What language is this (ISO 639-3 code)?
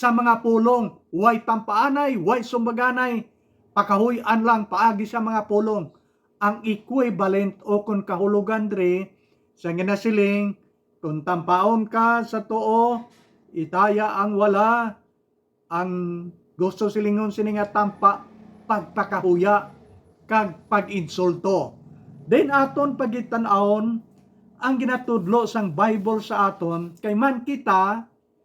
hil